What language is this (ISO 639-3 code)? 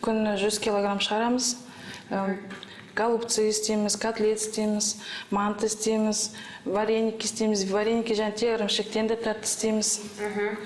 kaz